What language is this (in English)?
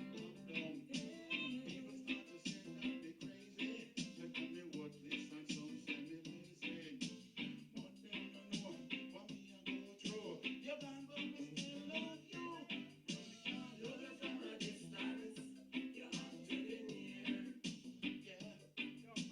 Jamaican Creole English